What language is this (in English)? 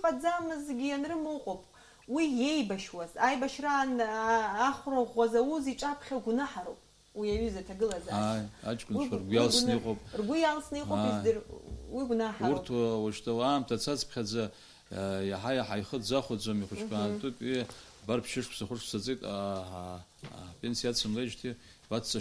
Abkhazian